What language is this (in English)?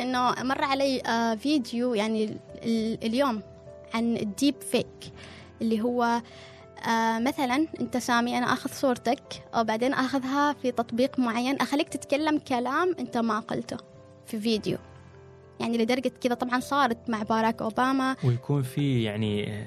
Gulf Arabic